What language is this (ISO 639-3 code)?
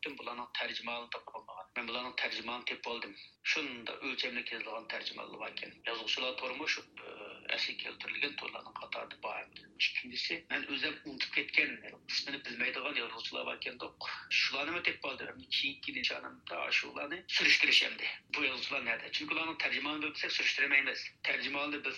uig